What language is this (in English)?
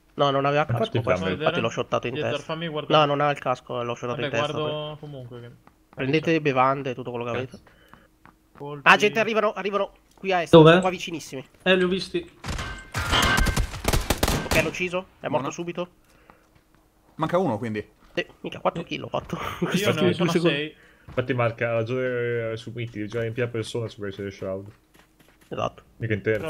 Italian